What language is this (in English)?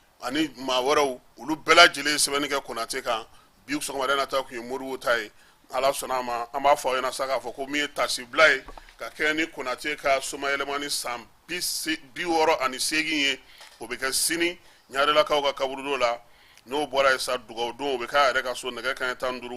Bambara